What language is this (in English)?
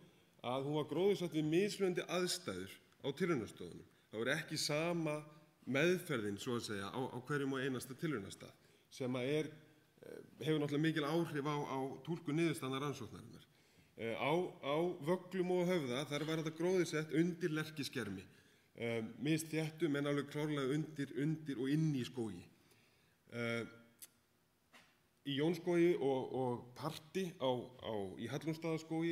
Icelandic